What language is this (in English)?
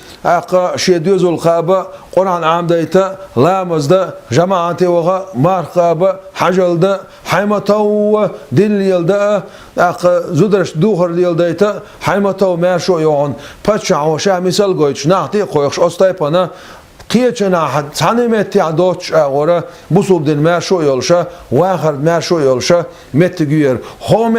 Chechen